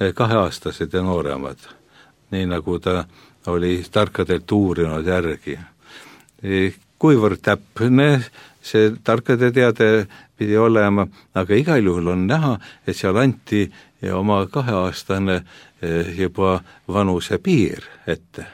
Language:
Estonian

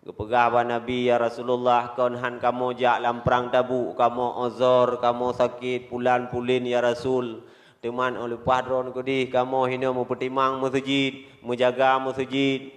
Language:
Achinese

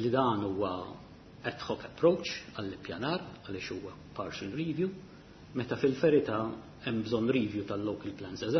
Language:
Maltese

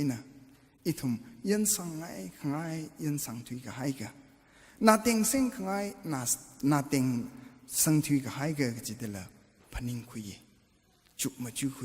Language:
Tangkhul Naga (India)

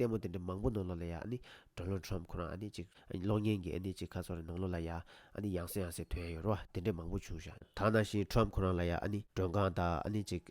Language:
Tibetan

